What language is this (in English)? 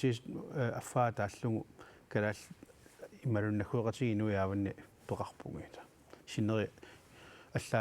Kalaallisut